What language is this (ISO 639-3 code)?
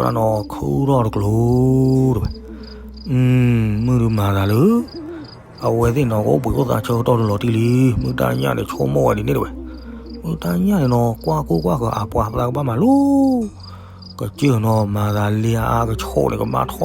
ksw